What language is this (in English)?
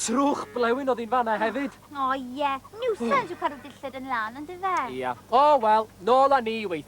Welsh